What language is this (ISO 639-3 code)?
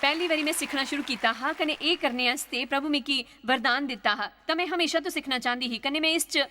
doi